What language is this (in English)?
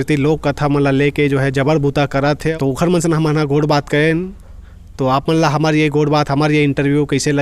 Chhattisgarhi